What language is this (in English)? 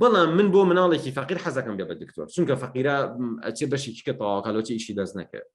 Central Kurdish